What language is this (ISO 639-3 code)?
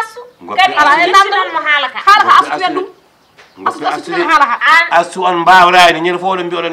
ful